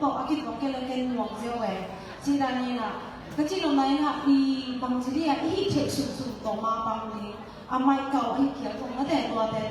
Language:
Tedim Chin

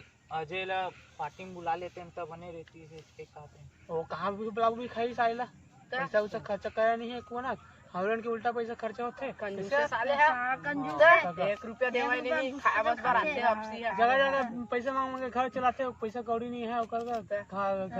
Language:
Chhattisgarhi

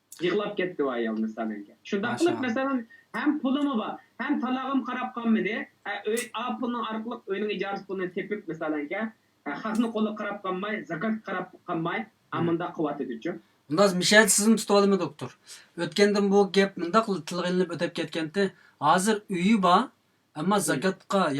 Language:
Uyghur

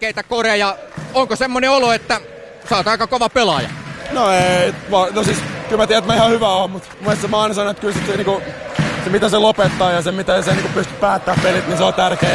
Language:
Finnish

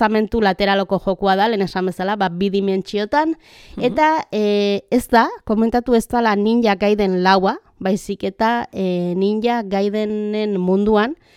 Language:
Basque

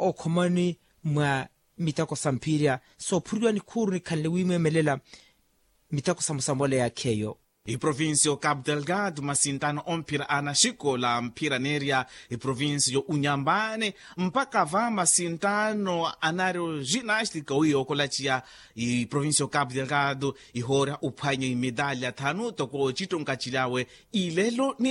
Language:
Makhuwa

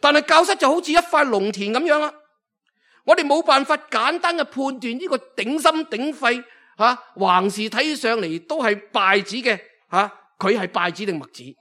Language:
Cantonese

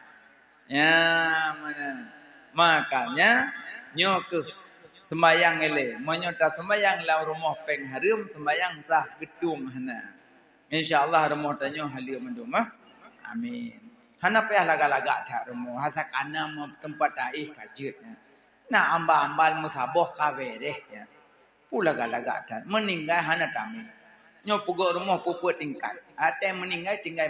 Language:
Achinese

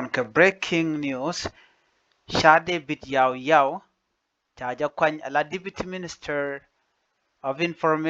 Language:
Nuer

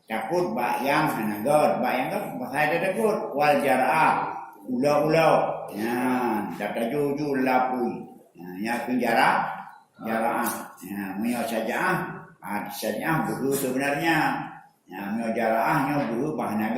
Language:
Achinese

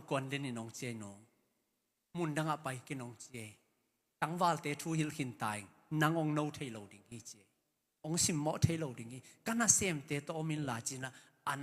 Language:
Tedim Chin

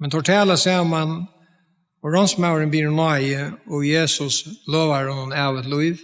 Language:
Faroese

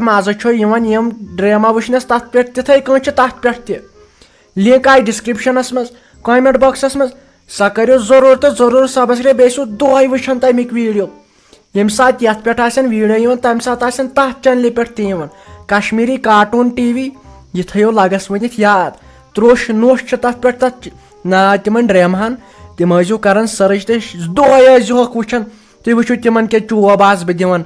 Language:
Kashmiri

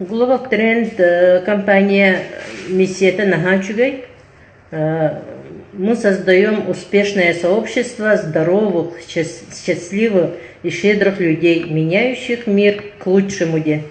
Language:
Yakut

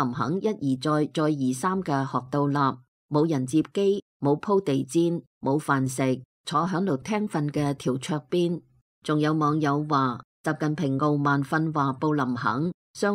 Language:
Cantonese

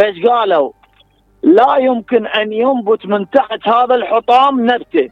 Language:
Mesopotamian Arabic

